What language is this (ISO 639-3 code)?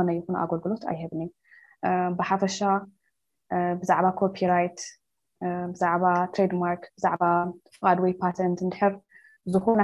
tir